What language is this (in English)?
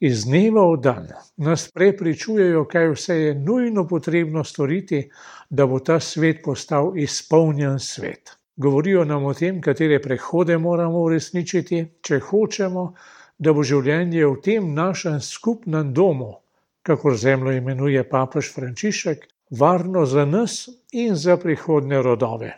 Slovenian